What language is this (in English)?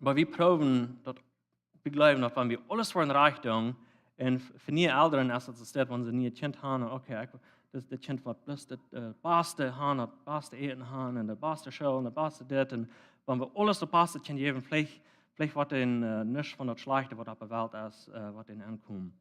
Plautdietsch